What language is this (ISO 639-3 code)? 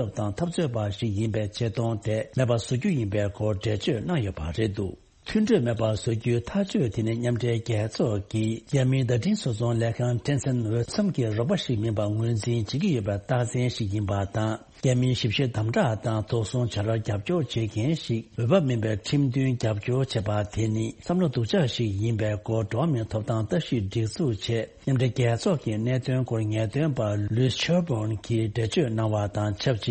bod